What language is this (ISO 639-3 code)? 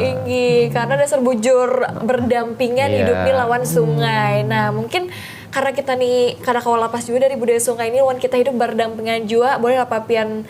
bjn